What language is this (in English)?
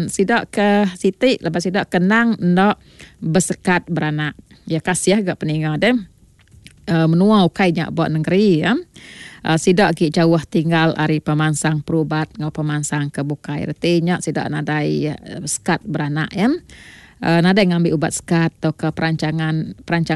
Iban